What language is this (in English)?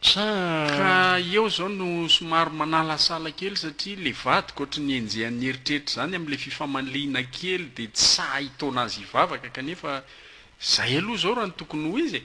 Malagasy